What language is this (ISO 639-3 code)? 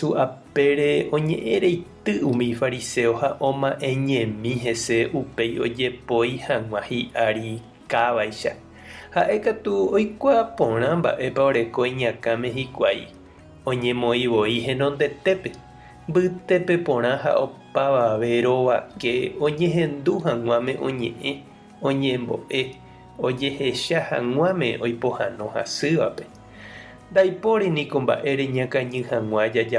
grn